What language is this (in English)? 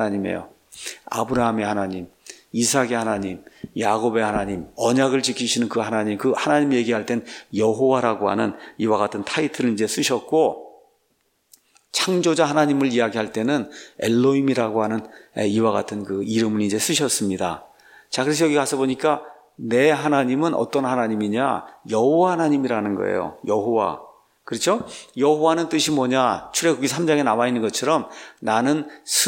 Korean